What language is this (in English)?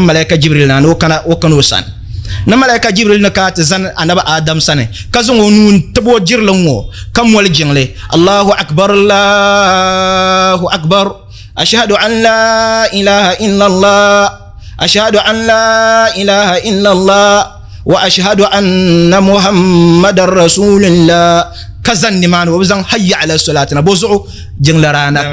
Dagbani